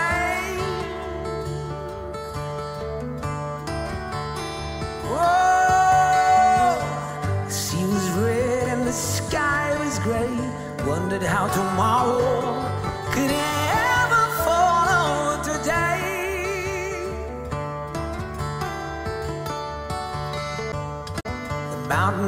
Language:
English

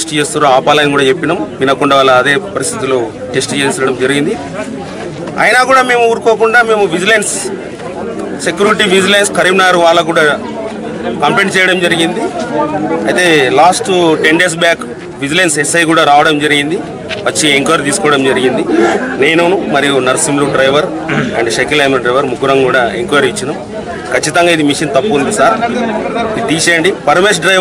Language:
Telugu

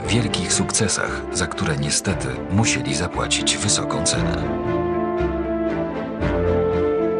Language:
Polish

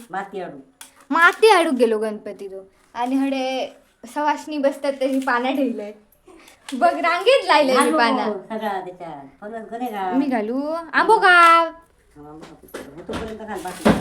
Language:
Konkani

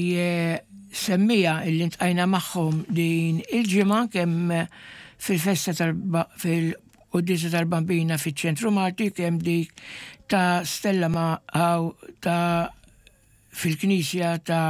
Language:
Maltese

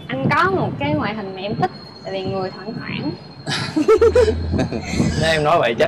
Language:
Vietnamese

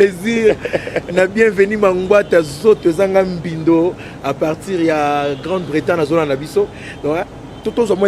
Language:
Lingala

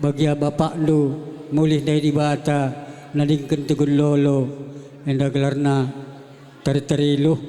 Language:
Batak Karo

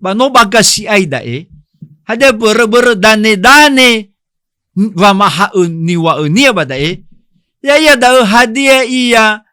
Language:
Nias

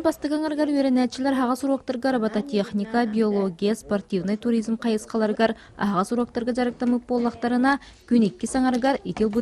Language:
Yakut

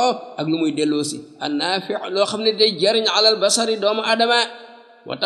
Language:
Wolof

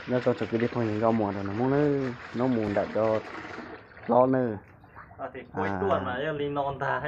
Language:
Hmong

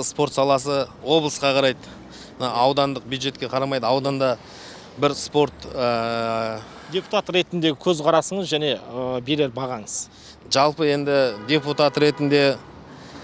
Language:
Kazakh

